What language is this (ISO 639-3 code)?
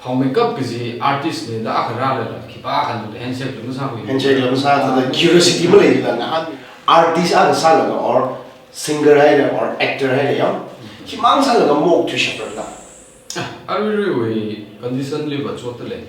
nmf